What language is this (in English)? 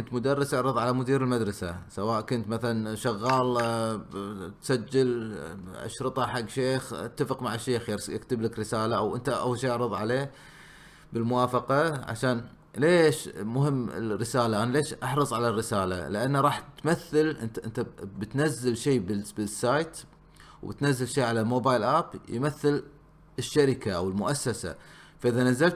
Gulf Arabic